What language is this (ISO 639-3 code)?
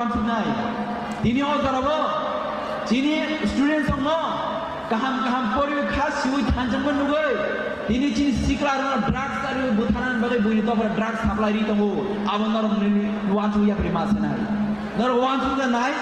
trp